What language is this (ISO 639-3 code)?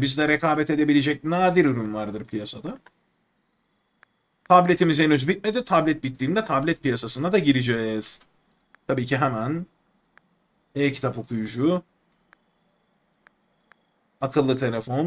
tur